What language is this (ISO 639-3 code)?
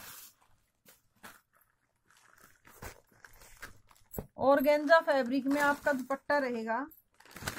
hin